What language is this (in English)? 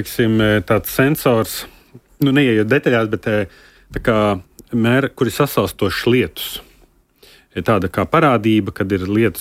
Latvian